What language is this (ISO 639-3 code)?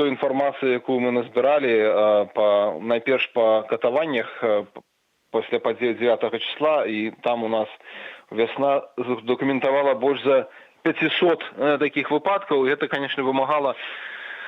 bel